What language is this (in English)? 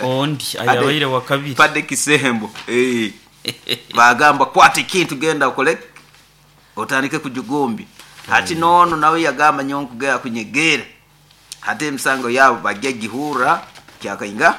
Nyoro